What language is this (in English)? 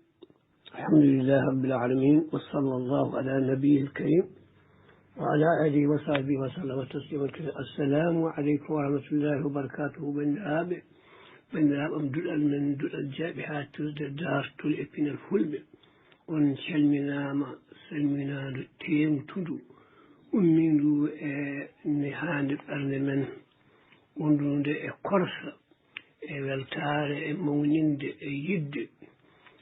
Fula